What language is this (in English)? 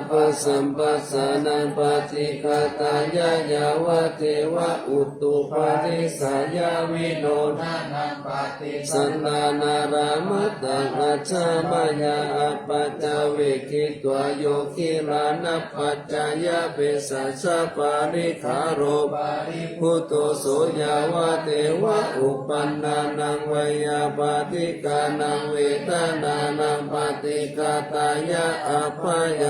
Pali